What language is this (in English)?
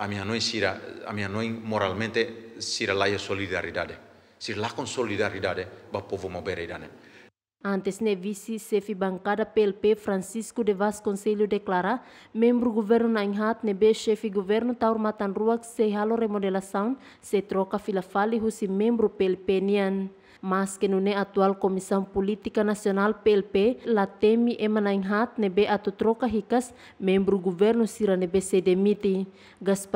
Tetum